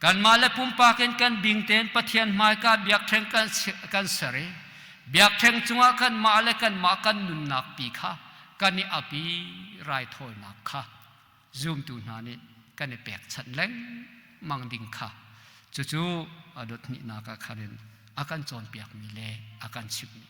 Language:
Hakha Chin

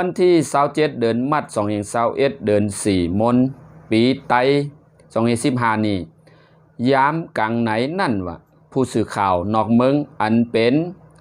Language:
Shan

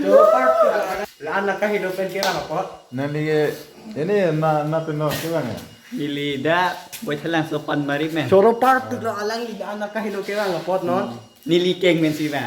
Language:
Karbi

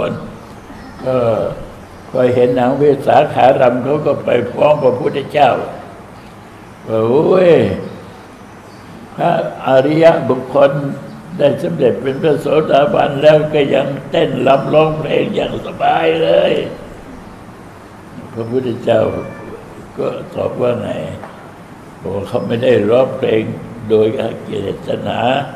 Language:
Thai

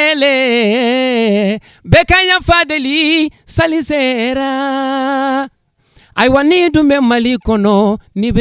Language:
Bambara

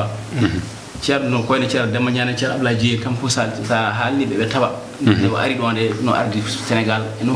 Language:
Fula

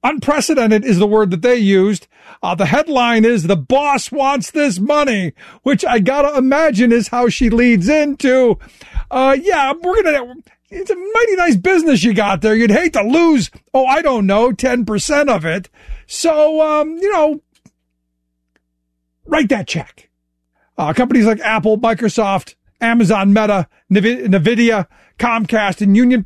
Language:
English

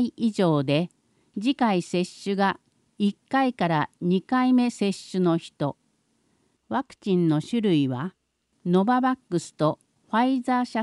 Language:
Japanese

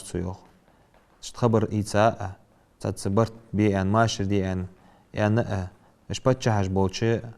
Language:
Ingush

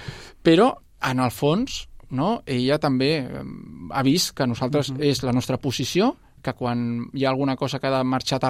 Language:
Catalan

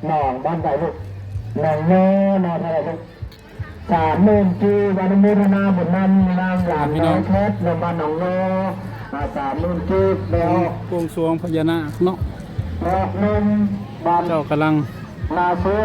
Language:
Northeastern Thai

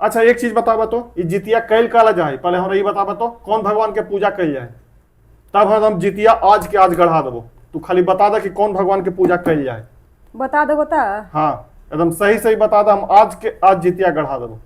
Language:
Magahi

